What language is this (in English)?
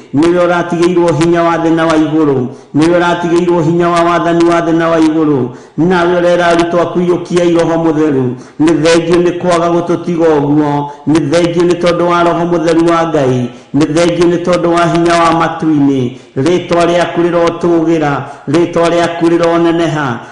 Kikuyu